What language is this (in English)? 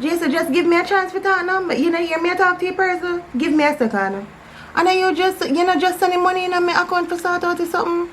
Jamaican Creole English